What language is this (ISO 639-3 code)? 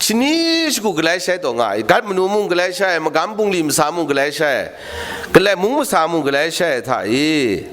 kac